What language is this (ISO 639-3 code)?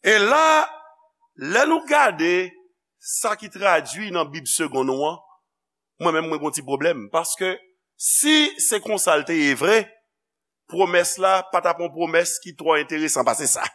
hat